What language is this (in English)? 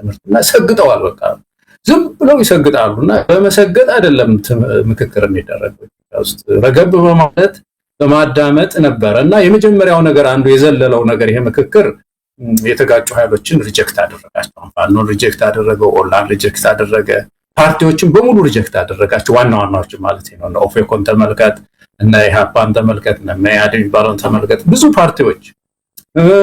Amharic